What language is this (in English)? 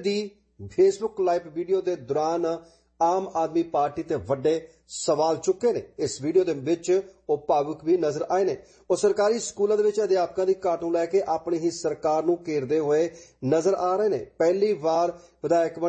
Punjabi